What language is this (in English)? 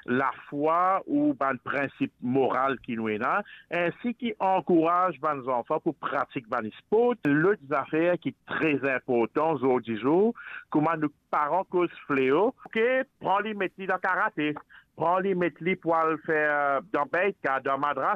Morisyen